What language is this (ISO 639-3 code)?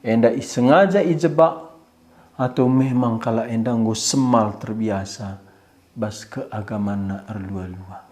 btx